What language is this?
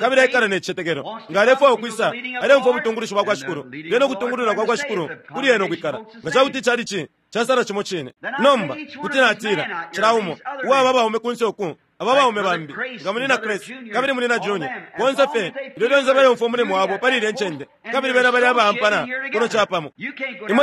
Bemba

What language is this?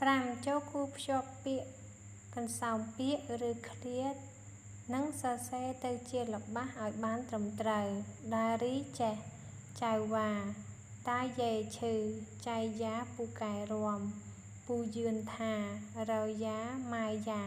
Khmer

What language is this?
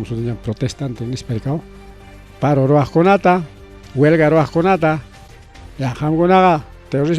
Ayacucho Quechua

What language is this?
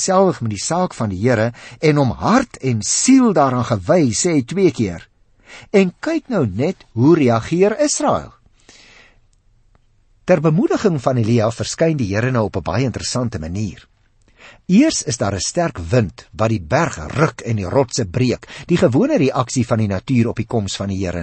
Afrikaans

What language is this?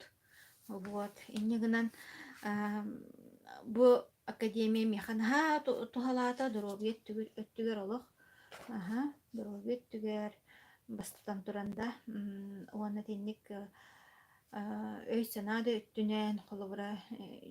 Yakut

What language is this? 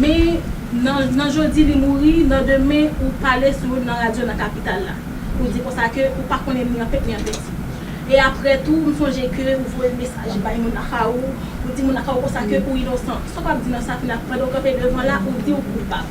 Haitian Creole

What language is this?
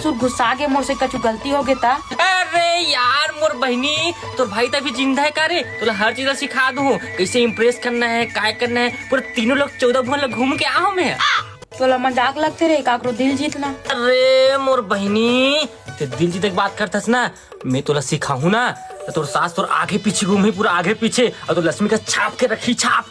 Chhattisgarhi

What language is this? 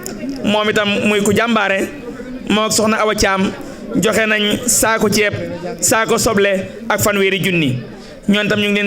Wolof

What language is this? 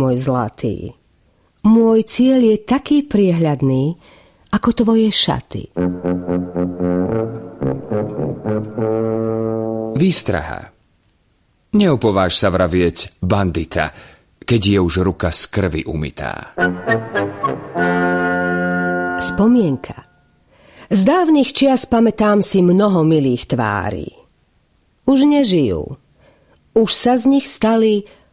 Slovak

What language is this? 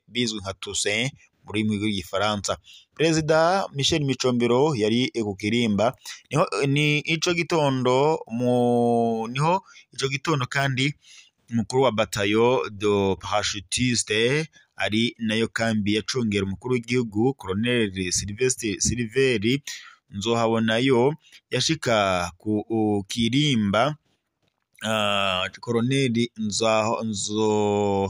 Rundi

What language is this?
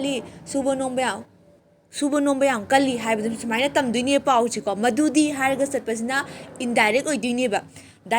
Manipuri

